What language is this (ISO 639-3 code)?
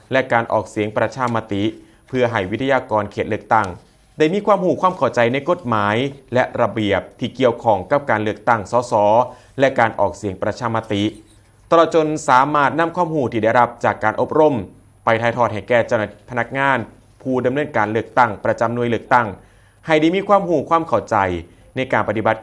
lao